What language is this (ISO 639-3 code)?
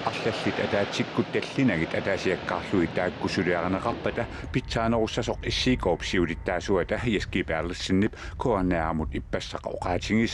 kal